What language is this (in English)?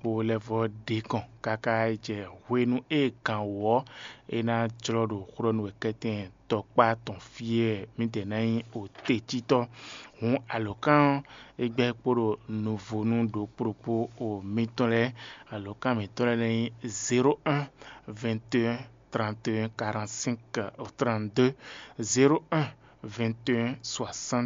Fon